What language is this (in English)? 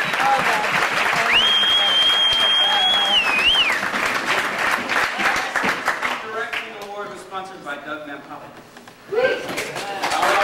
English